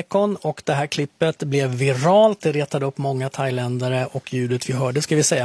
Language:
Swedish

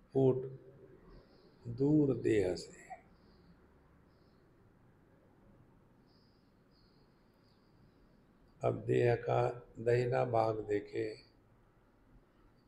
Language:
Hindi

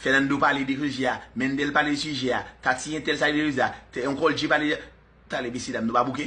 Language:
Haitian Creole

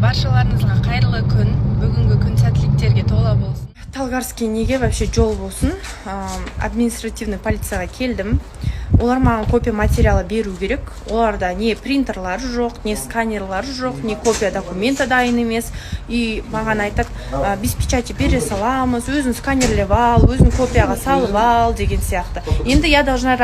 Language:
Kazakh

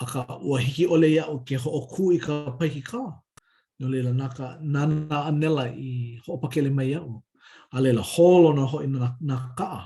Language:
Hawaiian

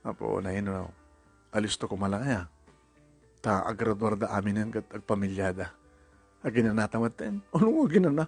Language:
Iloko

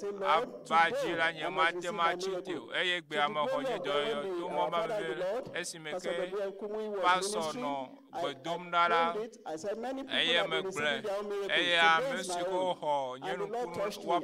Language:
Ewe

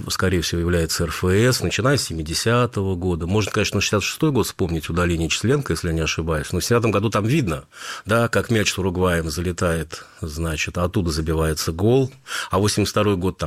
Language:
Russian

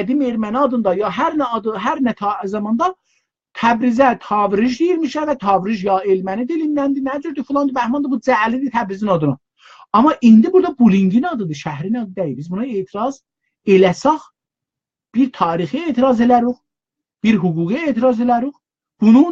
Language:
South Azerbaijani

